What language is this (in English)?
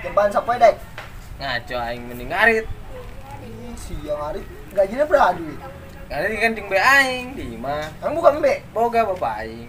Sundanese